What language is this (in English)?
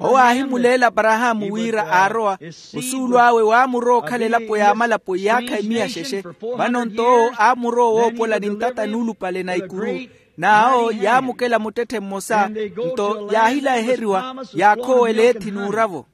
Makhuwa